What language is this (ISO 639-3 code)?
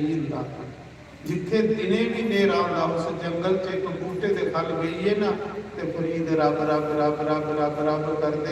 doi